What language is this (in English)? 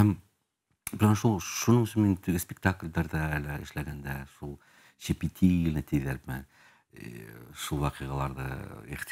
Bashkir